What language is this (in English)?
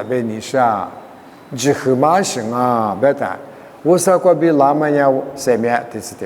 Lisu